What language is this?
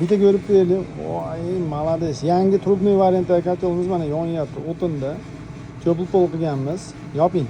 Uzbek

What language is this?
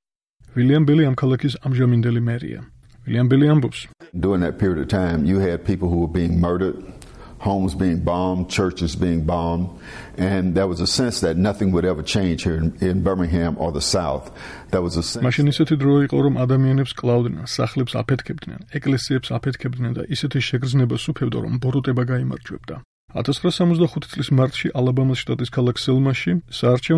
Georgian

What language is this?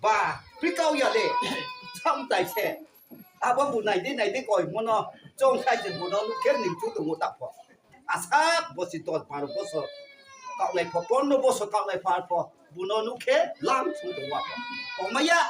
Riang (India)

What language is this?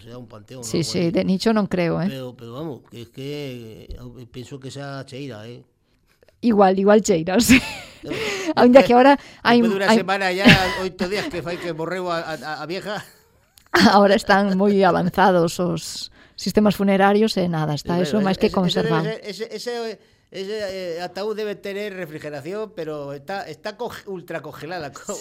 Galician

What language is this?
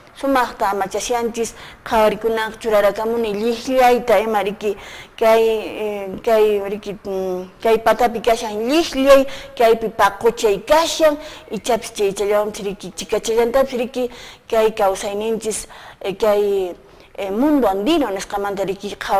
Quechua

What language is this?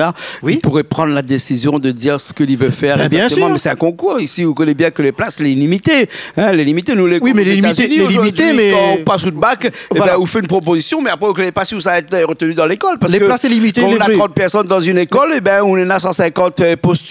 Réunion Creole French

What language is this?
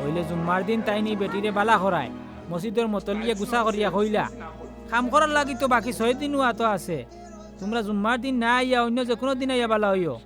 Sylheti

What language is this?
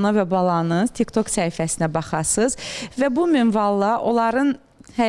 Azerbaijani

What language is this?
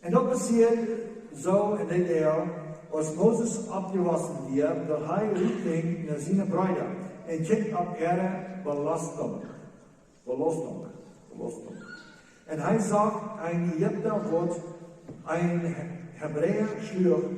Plautdietsch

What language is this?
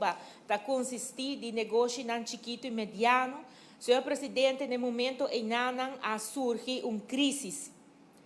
Papiamento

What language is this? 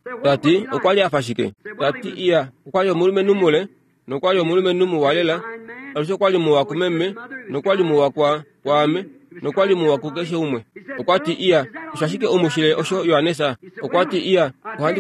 Kuanyama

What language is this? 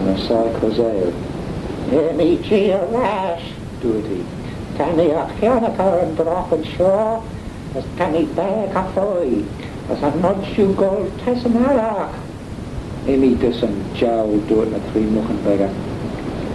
Manx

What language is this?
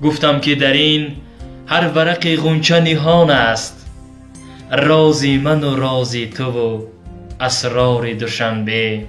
Tajik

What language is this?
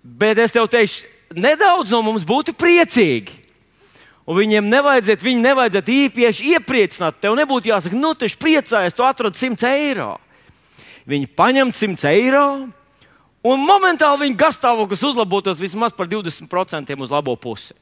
Latvian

